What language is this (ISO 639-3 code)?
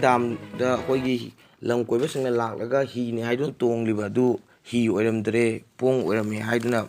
mni